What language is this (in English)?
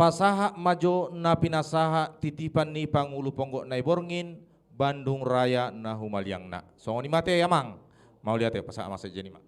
Batak Toba